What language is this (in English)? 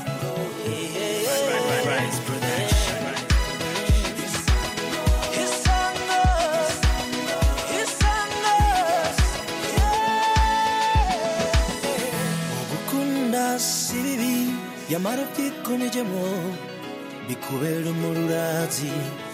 Kinyarwanda